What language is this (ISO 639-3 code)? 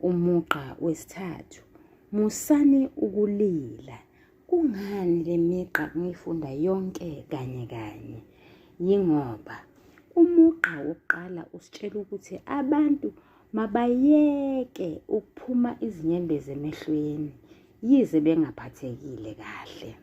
zul